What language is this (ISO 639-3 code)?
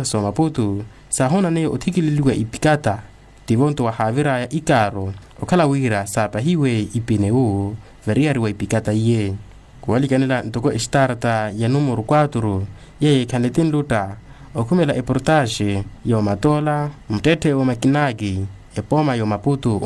vmw